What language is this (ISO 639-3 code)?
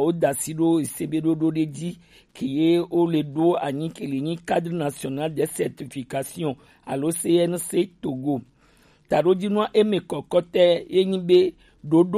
gej